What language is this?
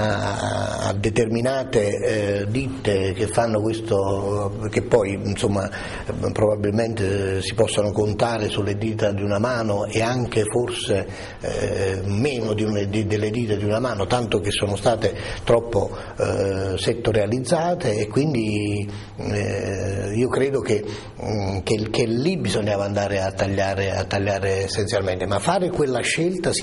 Italian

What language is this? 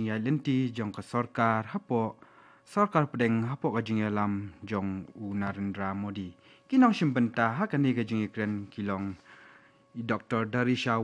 Khasi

